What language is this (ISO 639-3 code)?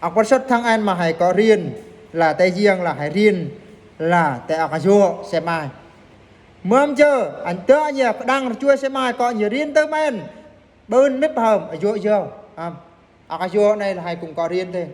bru